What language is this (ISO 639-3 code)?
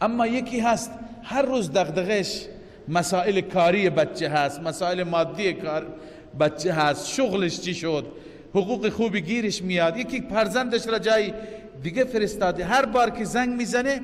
fas